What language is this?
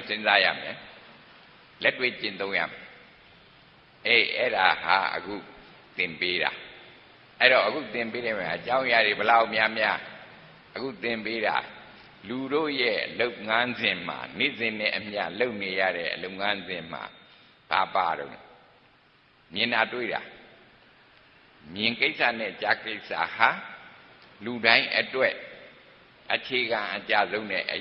Burmese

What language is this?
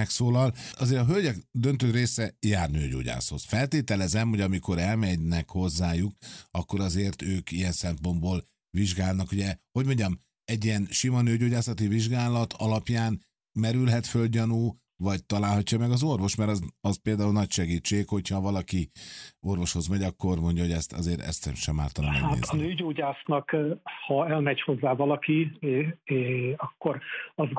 Hungarian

